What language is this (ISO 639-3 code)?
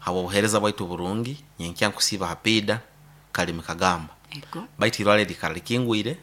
nyo